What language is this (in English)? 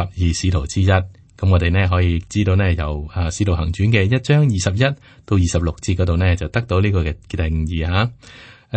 Cantonese